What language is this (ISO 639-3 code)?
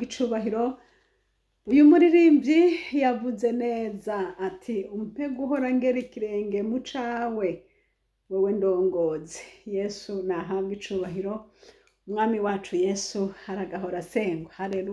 run